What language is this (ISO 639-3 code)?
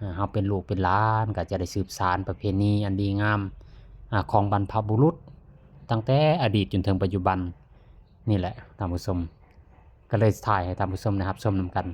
lao